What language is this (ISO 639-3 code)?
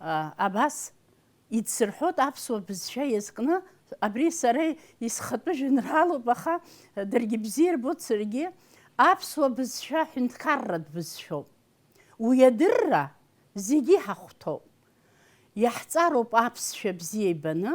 abk